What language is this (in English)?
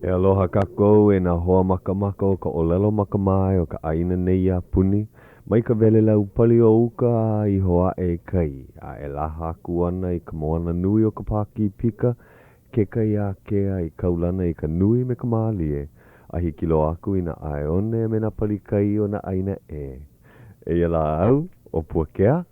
Hawaiian